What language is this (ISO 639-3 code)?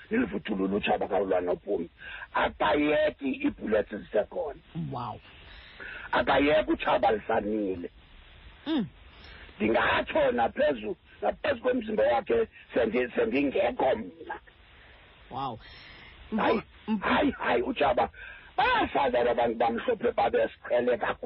xho